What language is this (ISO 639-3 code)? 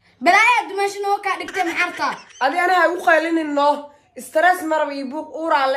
som